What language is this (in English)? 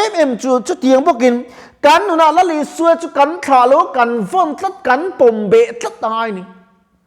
Mizo